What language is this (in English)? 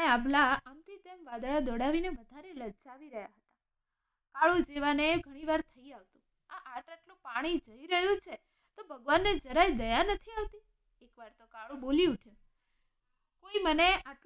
Gujarati